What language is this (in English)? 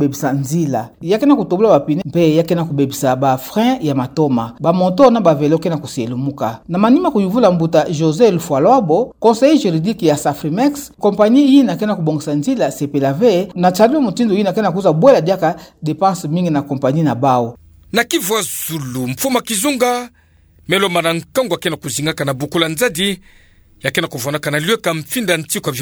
Kituba (Democratic Republic of Congo)